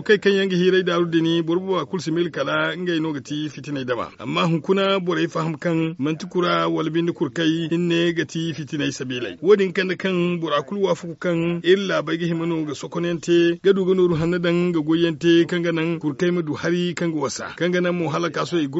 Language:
Zarma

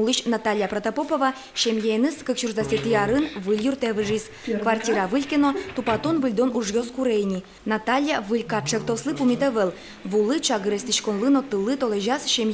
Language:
Udmurt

